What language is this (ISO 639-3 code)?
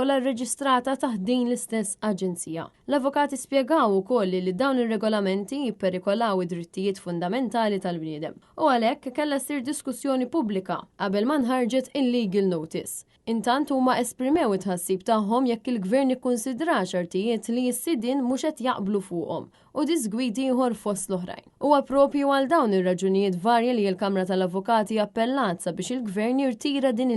mlt